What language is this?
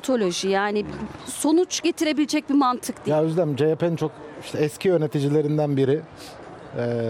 Turkish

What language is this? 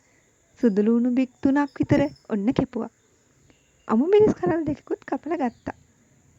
Sinhala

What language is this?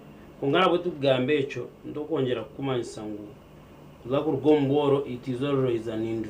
Nyankole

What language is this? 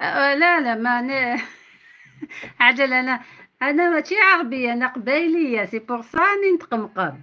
Algerian Arabic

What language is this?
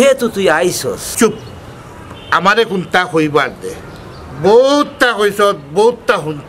Sylheti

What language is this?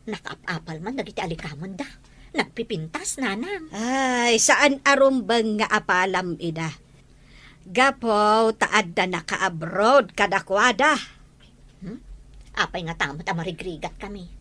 Iloko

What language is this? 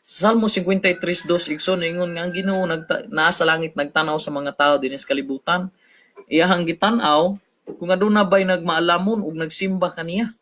Cebuano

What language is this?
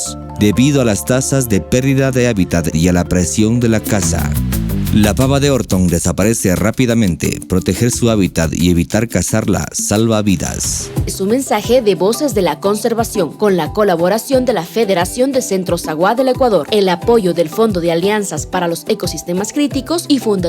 Awa-Cuaiquer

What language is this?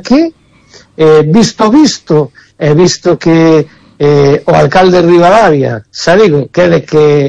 Galician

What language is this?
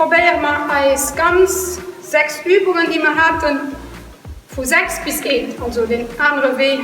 Luxembourgish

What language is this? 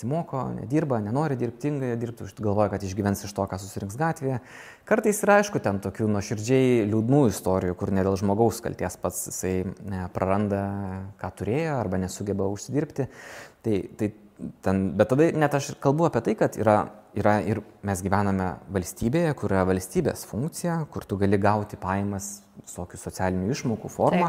Lithuanian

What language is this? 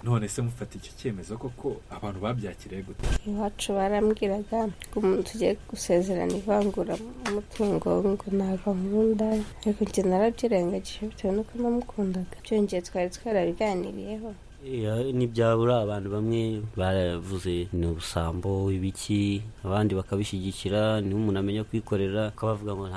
Kinyarwanda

